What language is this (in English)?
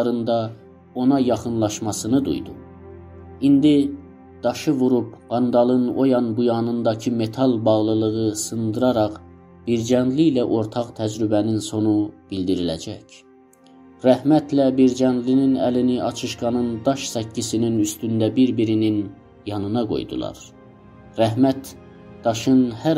South Azerbaijani